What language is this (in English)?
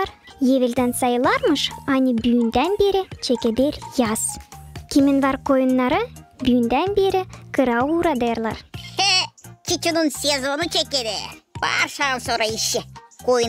Gagauz